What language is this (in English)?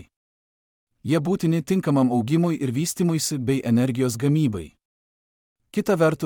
Lithuanian